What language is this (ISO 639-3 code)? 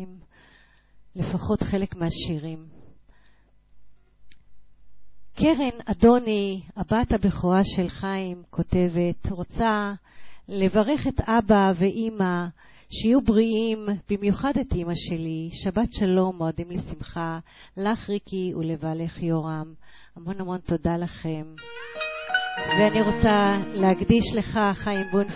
heb